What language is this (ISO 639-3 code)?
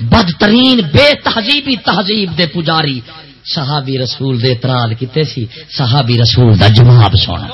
skr